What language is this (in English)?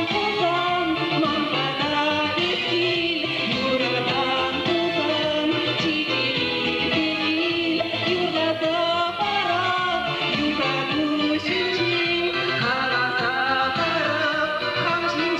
Chuvash